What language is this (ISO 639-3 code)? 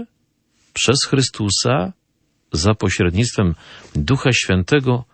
pol